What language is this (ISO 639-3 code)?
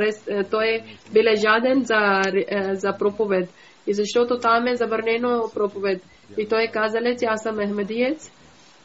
bul